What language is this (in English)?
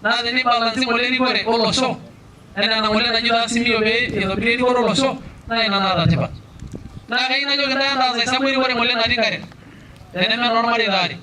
Masai